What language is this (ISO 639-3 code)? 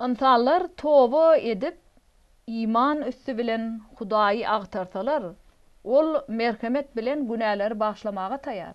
tuk